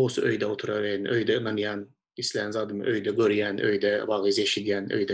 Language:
Turkmen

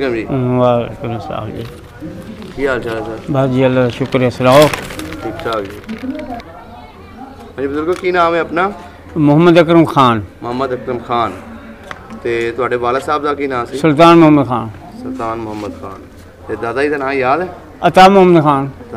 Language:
Punjabi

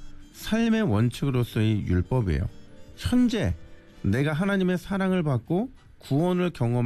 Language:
Korean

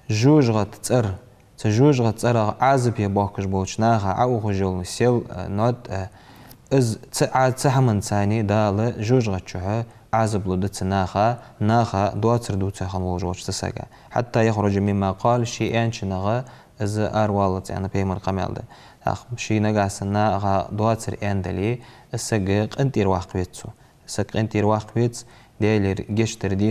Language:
Ingush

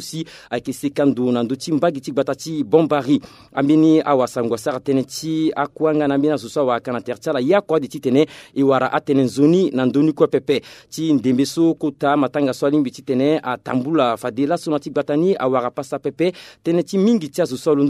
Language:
Sango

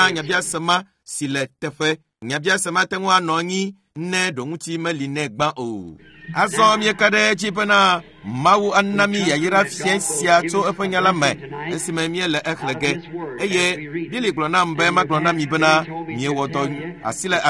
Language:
Ewe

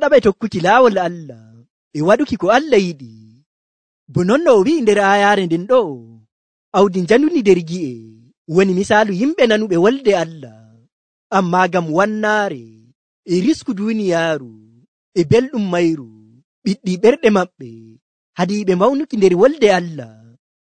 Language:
Nigerian Fulfulde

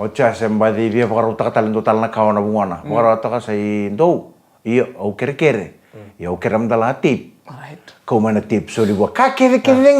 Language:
Fijian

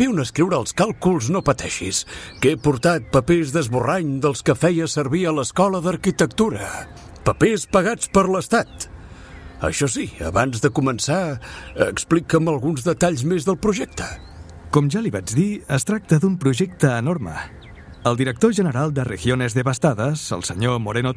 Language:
Catalan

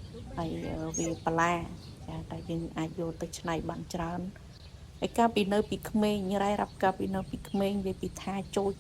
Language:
Khmer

